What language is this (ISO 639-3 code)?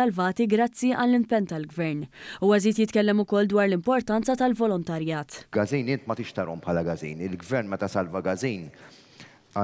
mlt